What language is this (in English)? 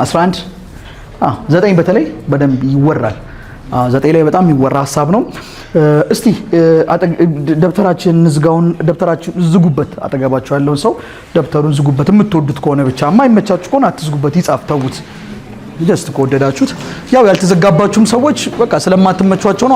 Amharic